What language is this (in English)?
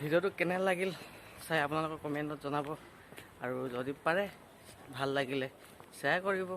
Assamese